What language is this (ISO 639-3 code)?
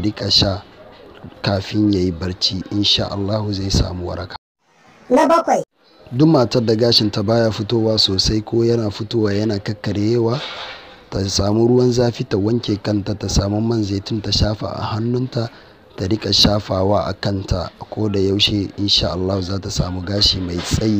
hau